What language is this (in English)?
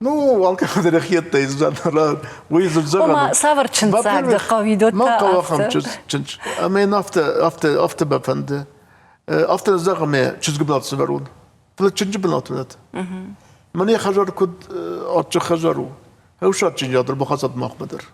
Ossetic